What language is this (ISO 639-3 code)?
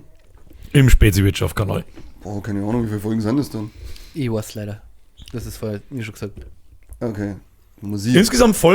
bar